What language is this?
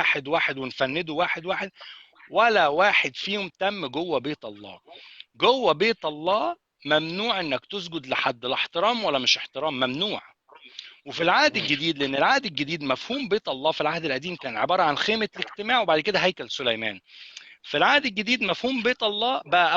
Egyptian Arabic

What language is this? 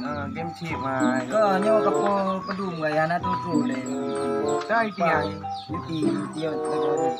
Achinese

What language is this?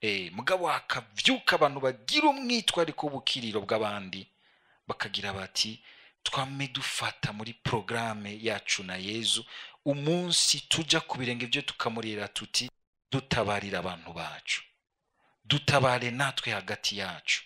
Rundi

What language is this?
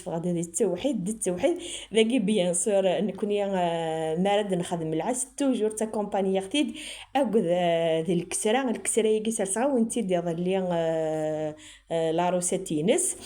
Kabyle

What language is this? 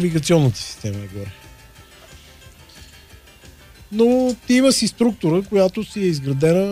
Bulgarian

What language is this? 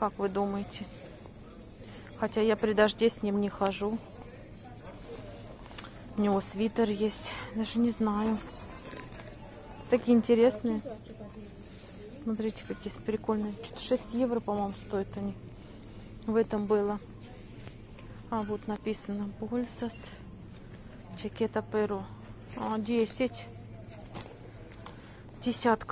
Russian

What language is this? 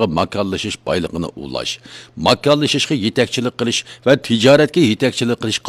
Uyghur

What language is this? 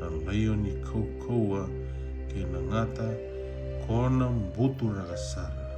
Fijian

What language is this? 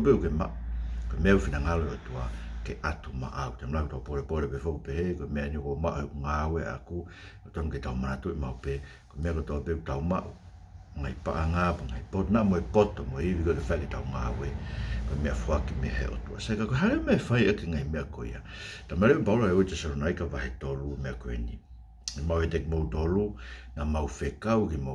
Tongan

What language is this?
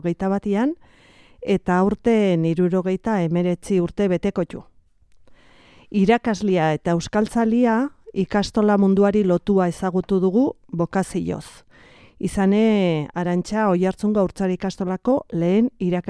Basque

